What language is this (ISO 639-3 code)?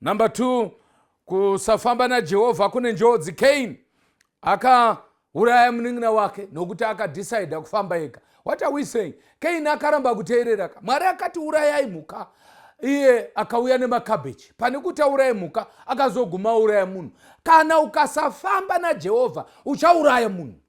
sna